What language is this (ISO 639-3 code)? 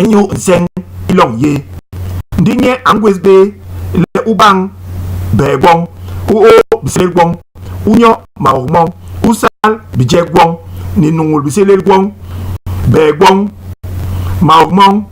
bas